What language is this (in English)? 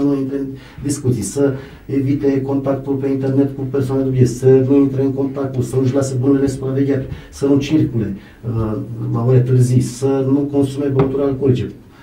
Romanian